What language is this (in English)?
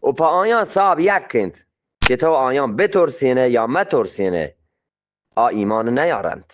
Eastern Balochi